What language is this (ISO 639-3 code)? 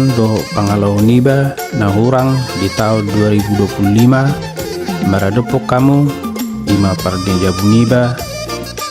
bbc